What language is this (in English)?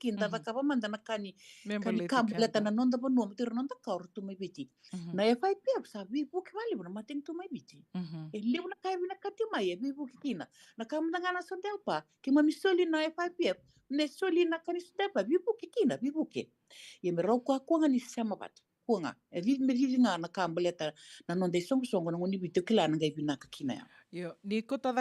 Fijian